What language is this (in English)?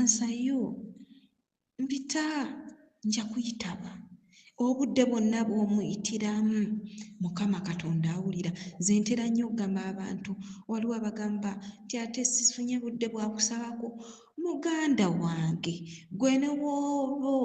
Ganda